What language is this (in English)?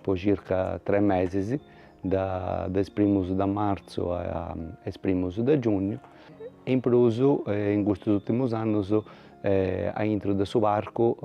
Sardinian